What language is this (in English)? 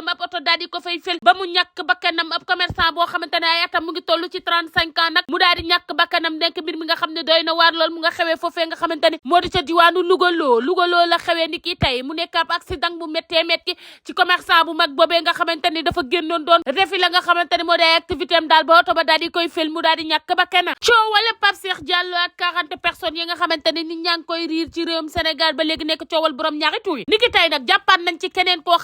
Wolof